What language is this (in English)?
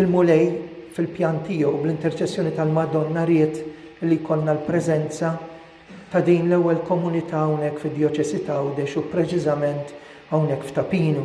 Maltese